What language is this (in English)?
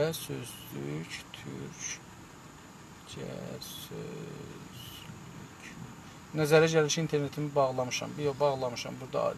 South Azerbaijani